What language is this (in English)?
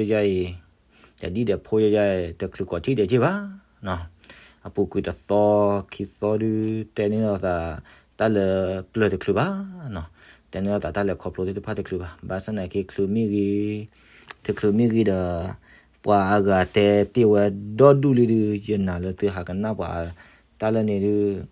S'gaw Karen